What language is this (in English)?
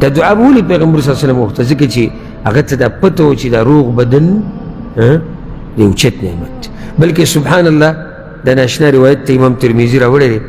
Pashto